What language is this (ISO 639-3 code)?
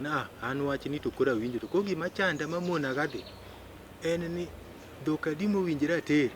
luo